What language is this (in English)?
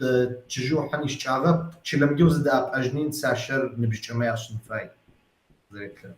Kabardian